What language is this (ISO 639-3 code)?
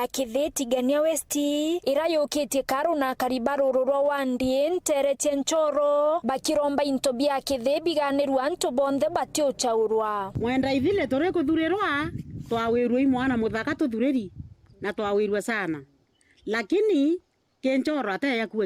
mer